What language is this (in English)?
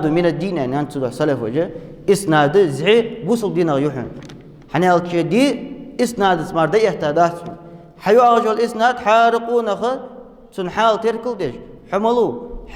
Ingush